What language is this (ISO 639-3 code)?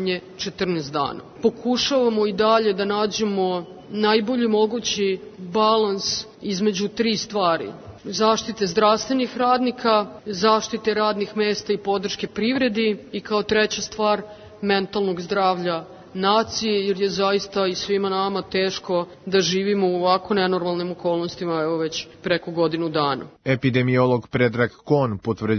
srp